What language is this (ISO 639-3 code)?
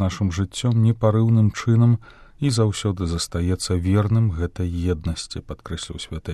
bel